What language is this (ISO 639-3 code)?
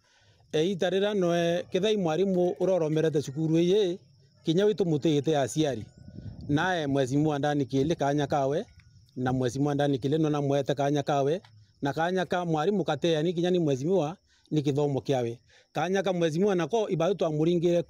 mer